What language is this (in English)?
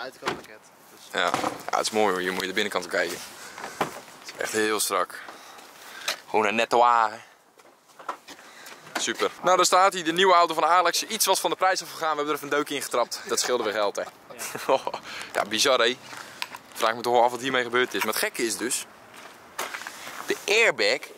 Dutch